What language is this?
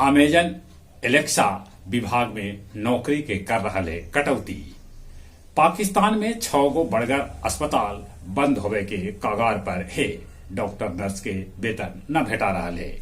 Magahi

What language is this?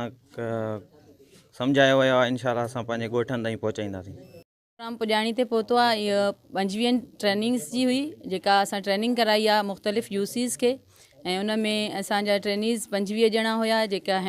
Sindhi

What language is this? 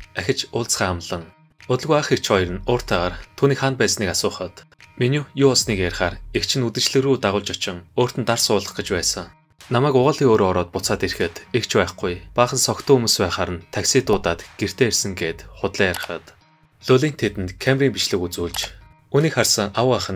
Mongolian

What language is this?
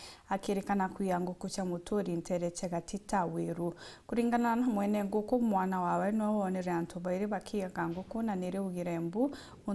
Meru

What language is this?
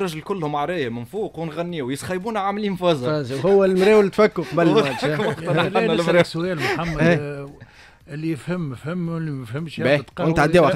Tunisian Arabic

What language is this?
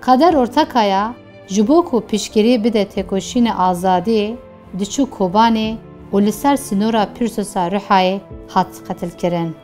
Kurdish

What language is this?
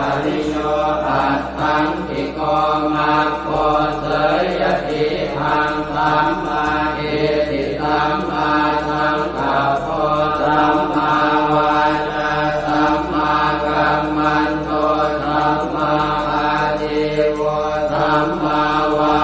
Pali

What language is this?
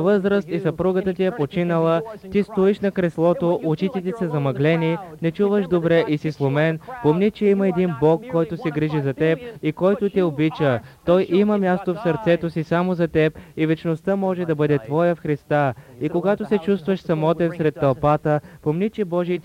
Bulgarian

